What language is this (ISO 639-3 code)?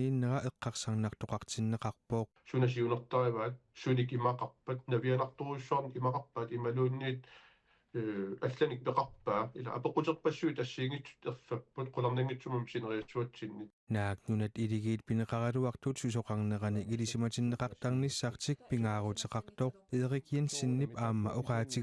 kal